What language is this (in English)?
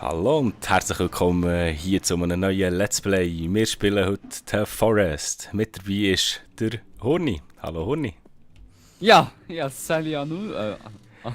Swiss German